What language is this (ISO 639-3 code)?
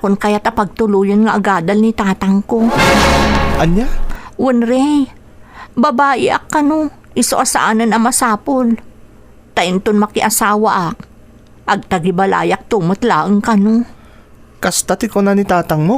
ilo